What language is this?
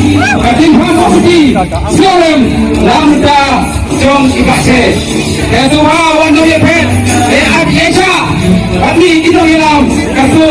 Khasi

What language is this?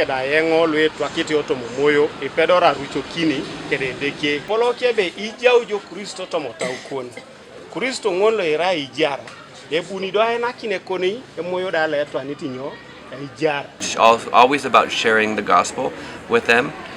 Teso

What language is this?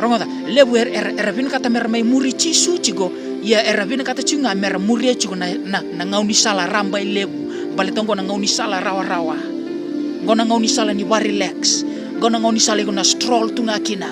Fijian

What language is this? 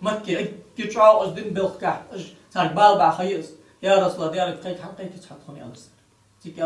Ingush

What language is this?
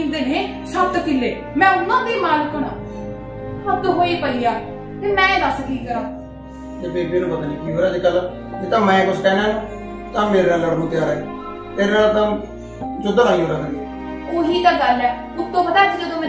Punjabi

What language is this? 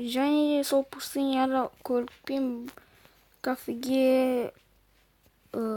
Kazakh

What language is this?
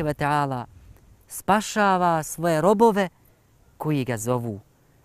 Bosnian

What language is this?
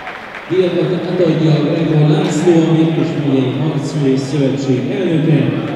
Hungarian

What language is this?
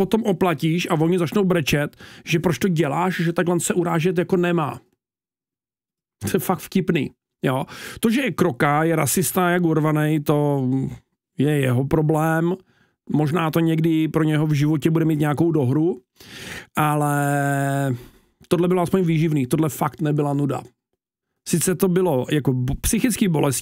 Czech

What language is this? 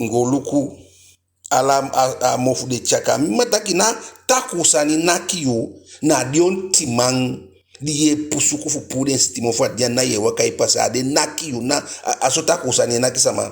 Eastern Maroon Creole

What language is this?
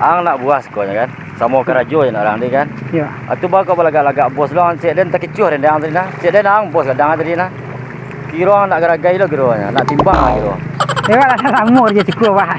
Minangkabau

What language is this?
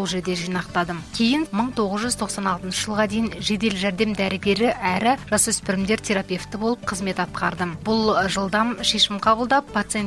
Kazakh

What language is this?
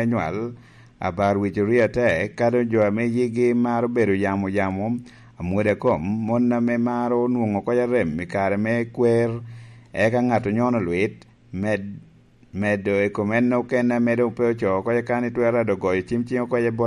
Lango (Uganda)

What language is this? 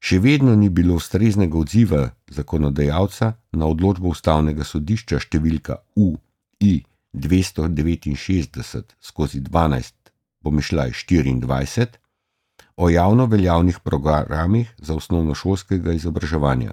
Slovenian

